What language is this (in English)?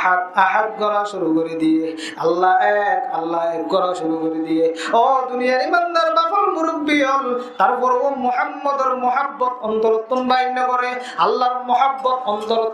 Rohingya